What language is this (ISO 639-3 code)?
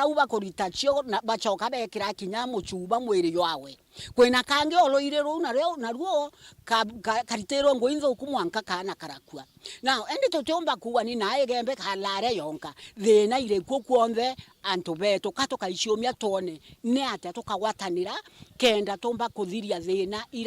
mer